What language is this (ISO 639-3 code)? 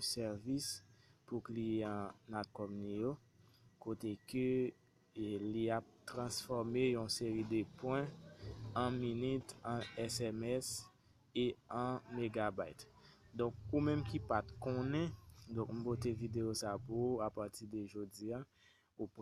hat